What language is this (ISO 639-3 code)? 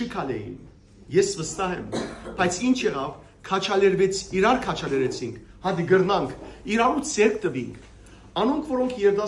hyw